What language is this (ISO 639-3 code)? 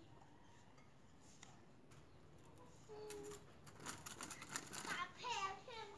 tts